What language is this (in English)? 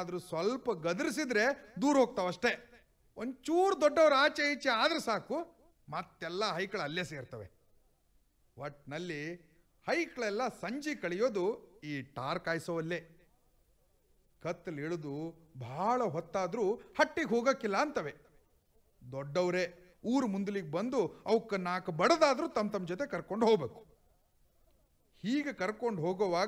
Kannada